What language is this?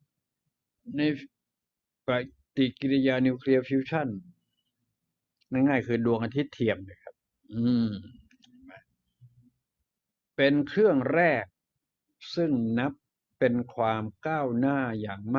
Thai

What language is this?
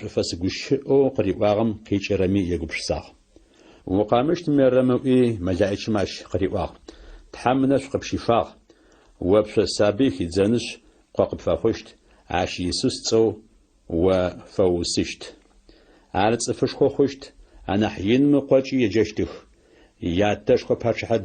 Adyghe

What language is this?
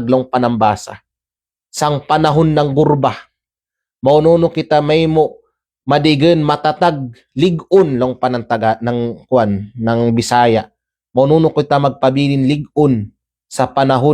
Kalagan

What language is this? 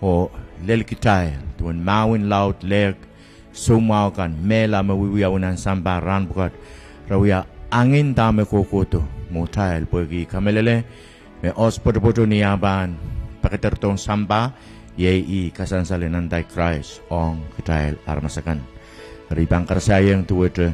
Pohnpeian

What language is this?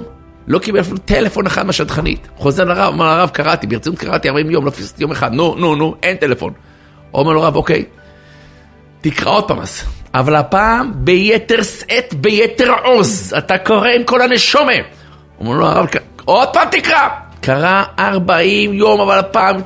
Hebrew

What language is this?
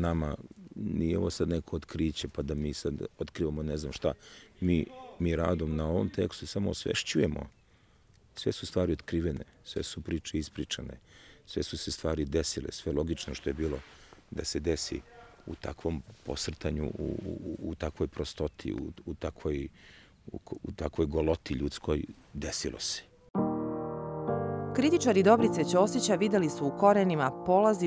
Serbian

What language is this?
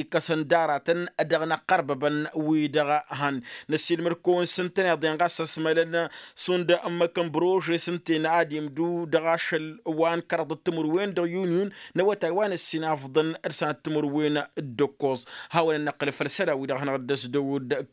Tamasheq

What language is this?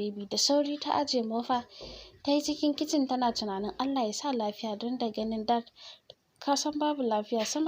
Hausa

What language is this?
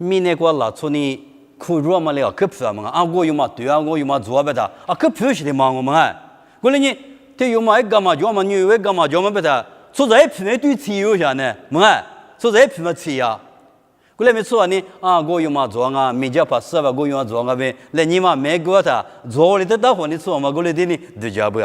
Lisu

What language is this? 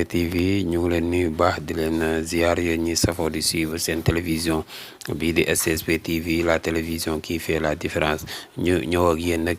Wolof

